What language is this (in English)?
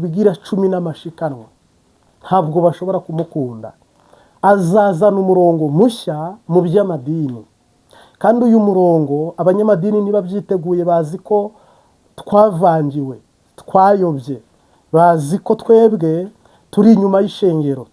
Kinyarwanda